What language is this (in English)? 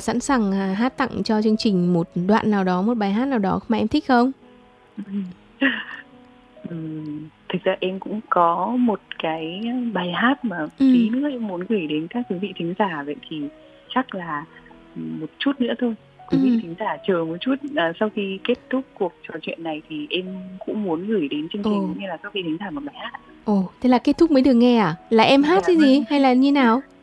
Vietnamese